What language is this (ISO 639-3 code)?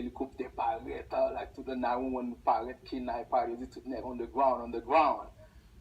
hat